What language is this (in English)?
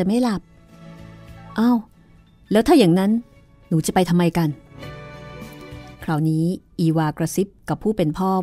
Thai